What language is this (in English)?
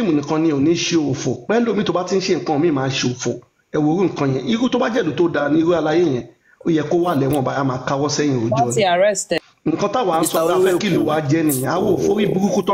Yoruba